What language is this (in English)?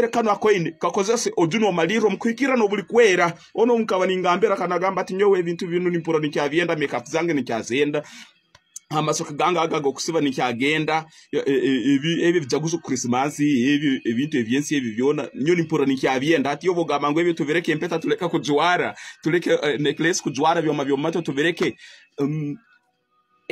Tooro